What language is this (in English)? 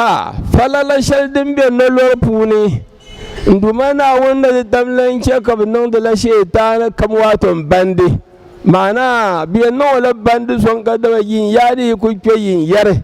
Dagbani